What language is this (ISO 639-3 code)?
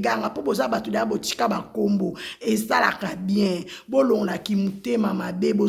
lin